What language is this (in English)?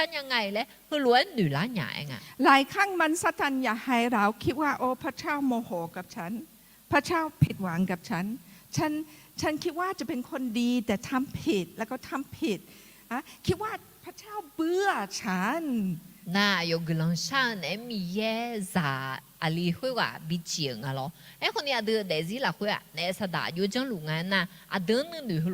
Akha